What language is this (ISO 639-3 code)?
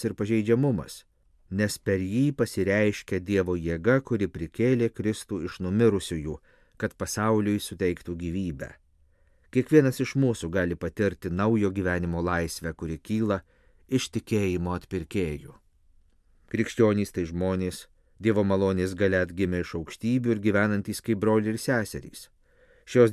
lit